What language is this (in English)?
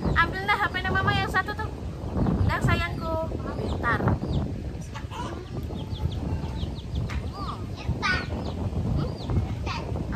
Indonesian